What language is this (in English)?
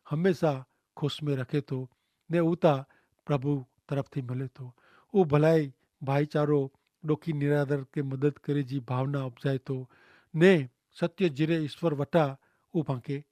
Kachhi